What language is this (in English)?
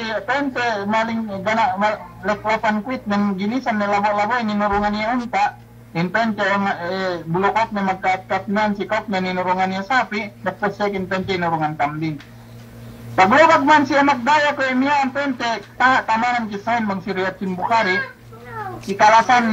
Yakan